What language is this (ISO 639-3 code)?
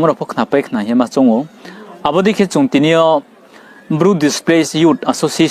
ria